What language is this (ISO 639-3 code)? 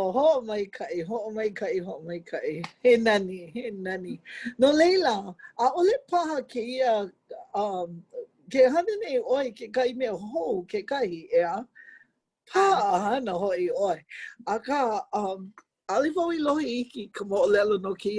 haw